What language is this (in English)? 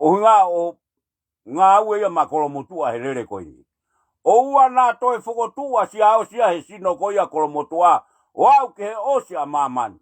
Tongan